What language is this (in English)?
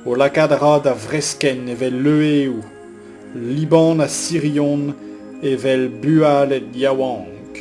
Breton